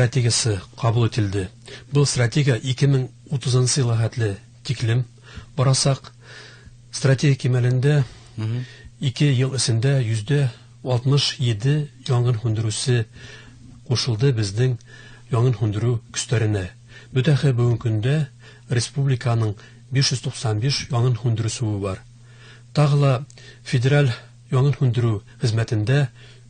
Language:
Bashkir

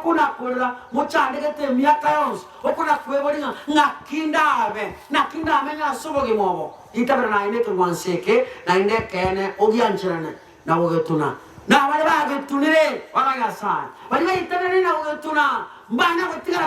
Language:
Gusii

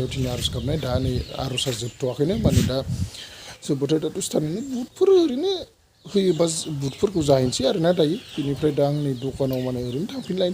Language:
Bodo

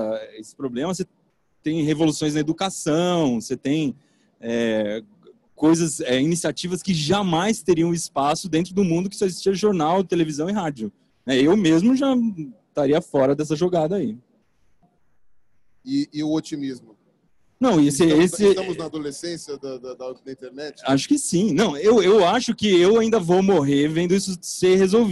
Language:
Portuguese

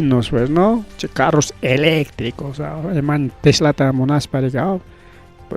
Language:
Ayacucho Quechua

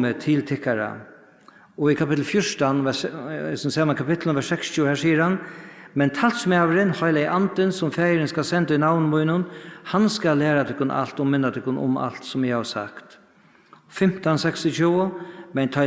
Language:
Faroese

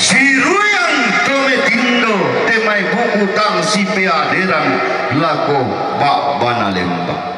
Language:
Toraja-Sa'dan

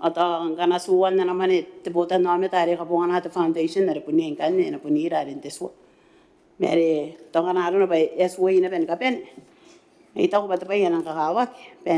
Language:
Gilbertese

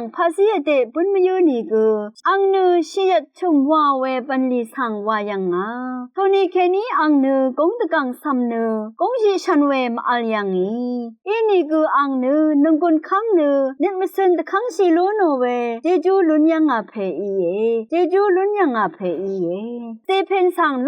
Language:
Rawang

